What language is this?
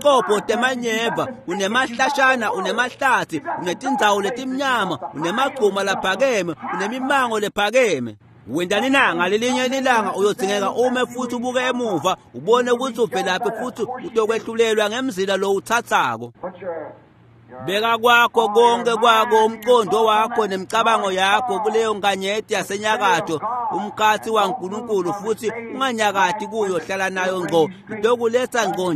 Swati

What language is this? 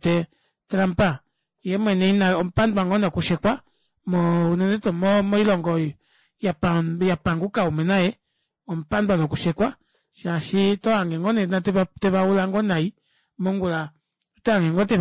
Kuanyama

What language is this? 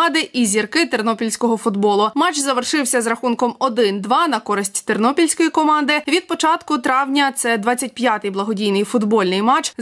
Ukrainian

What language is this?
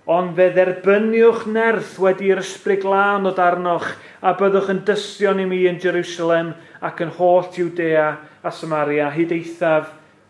Welsh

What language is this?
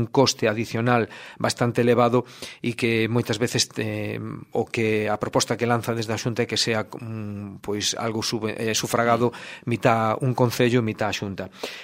Galician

